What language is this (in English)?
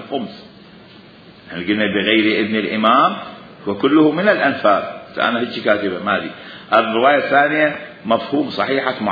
Mesopotamian Arabic